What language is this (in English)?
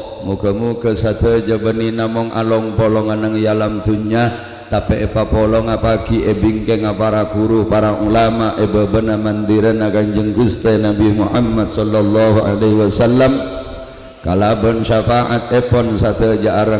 Madurese